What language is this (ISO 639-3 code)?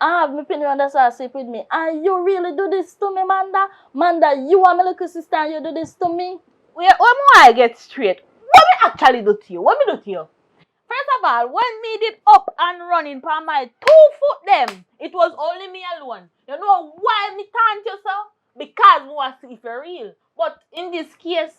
jam